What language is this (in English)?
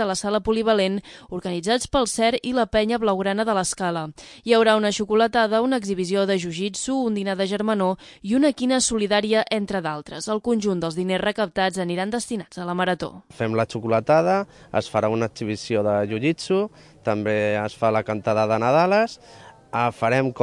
Catalan